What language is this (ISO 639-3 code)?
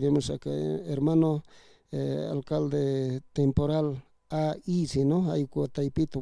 aym